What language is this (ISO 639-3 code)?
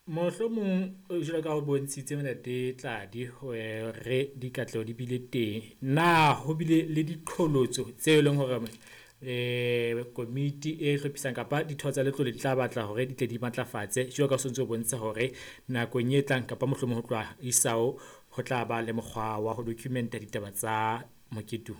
sot